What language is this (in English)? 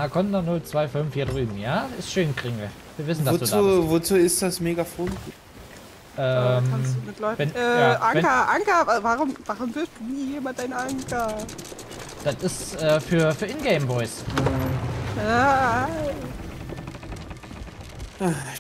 German